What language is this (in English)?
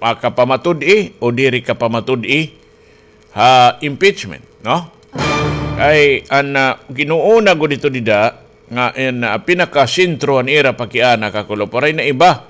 Waray